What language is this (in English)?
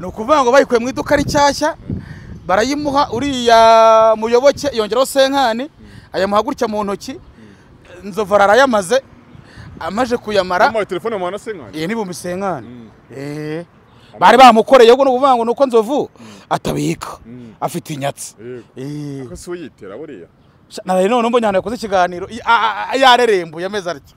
Kinyarwanda